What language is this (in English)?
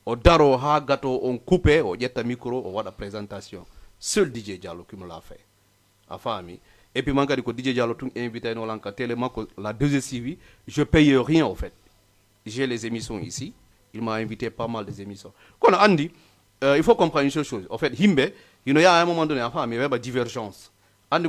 Fula